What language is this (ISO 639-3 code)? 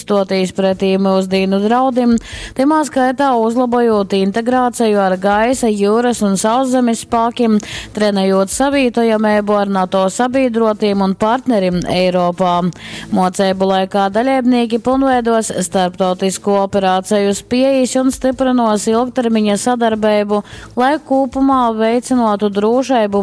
ltg